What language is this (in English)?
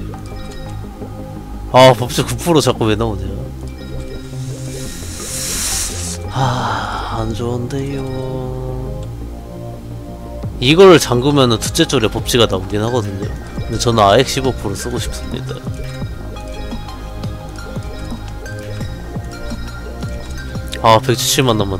Korean